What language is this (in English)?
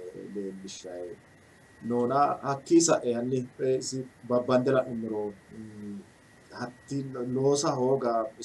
Sidamo